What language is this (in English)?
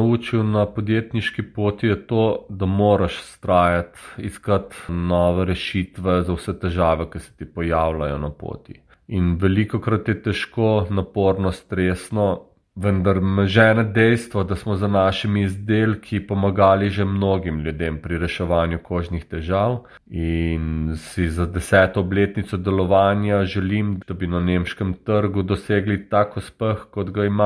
Slovenian